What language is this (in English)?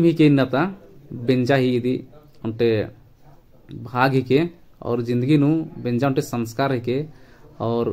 Kurukh